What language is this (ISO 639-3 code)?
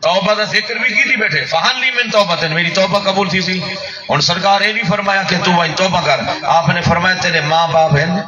skr